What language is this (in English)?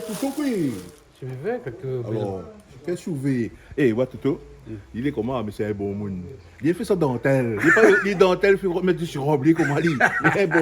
Réunion Creole French